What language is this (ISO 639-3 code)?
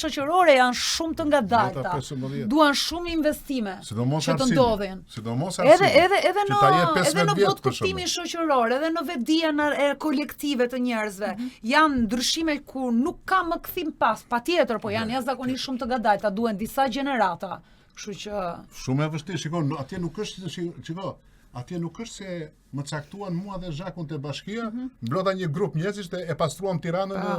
sqi